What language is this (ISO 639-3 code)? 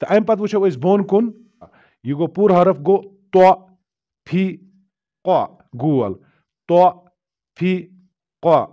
kas